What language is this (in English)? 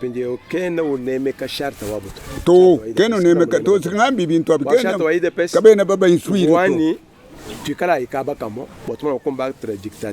Luba-Lulua